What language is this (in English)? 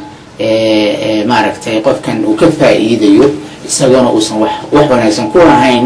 Somali